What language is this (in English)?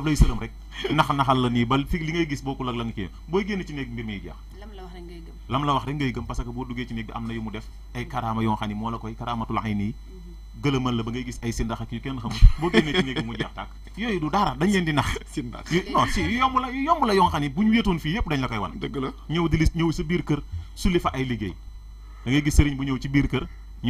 Wolof